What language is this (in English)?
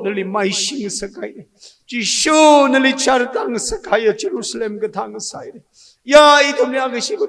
Tangkhul Naga (India)